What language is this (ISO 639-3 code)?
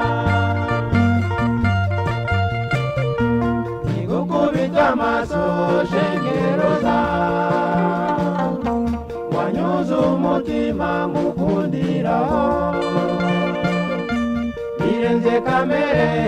kin